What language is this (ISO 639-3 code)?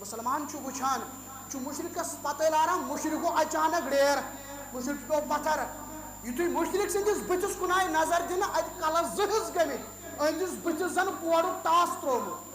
kas